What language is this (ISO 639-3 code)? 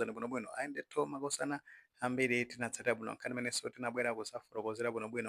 nya